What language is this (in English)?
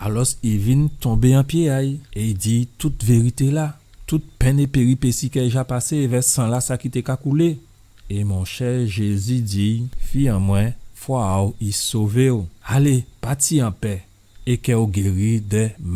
Guadeloupean Creole French